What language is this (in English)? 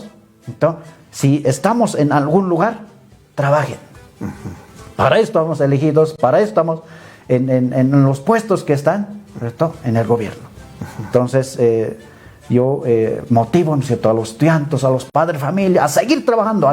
Aymara